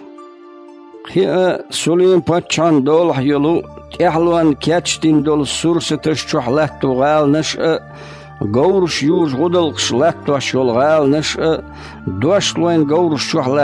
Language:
Chechen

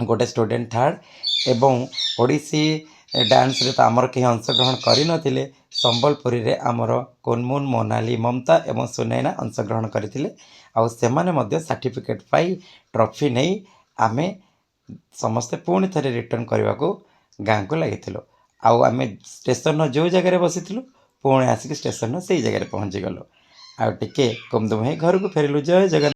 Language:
Odia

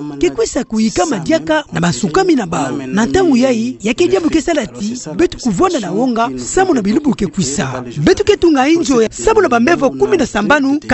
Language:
Kituba (Democratic Republic of Congo)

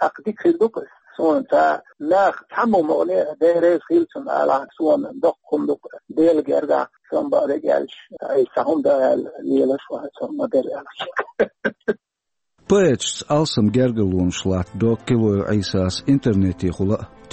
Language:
Chechen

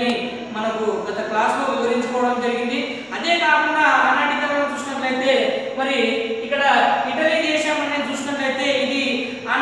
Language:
Telugu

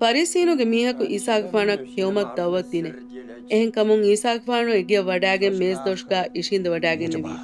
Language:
Divehi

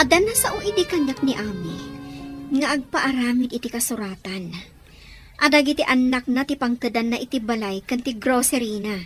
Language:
Iloko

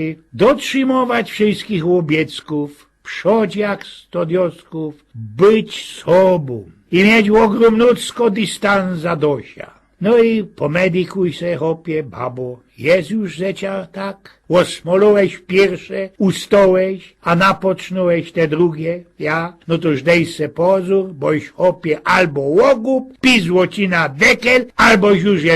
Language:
Silesian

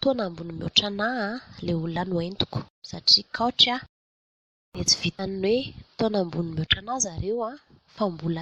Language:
Malagasy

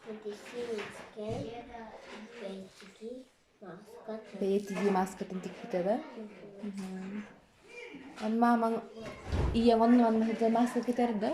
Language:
Yakut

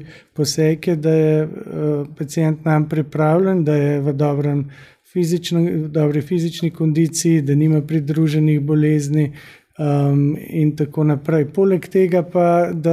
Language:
Slovenian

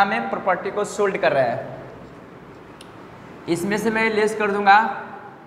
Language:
Hindi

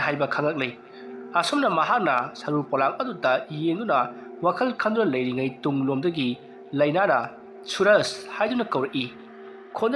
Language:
Manipuri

